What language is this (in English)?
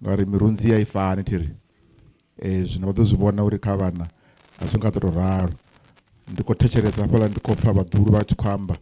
Venda